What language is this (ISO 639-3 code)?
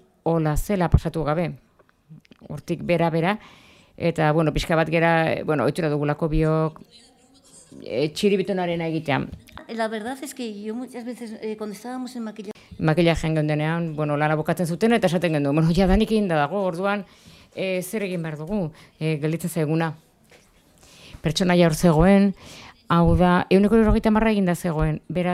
eus